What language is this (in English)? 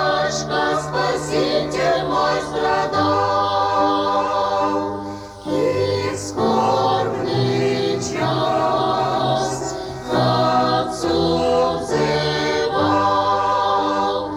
Russian